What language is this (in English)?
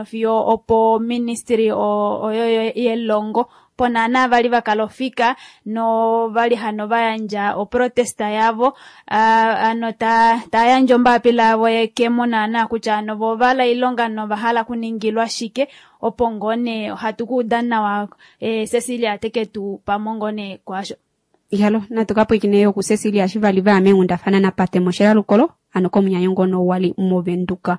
Kuanyama